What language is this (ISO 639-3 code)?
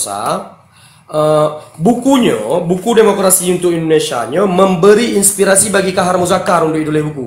ace